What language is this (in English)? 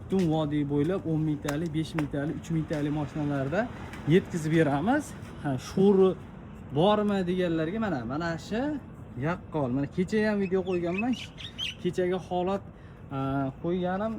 Uzbek